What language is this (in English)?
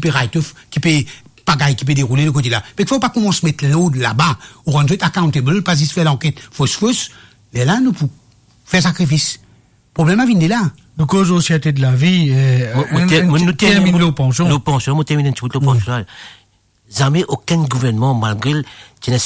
Morisyen